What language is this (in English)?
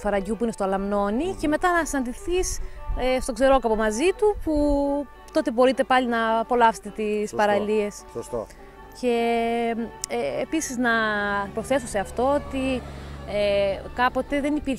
Greek